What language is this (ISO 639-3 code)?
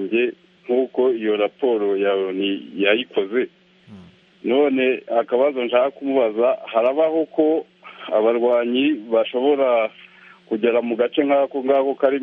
kin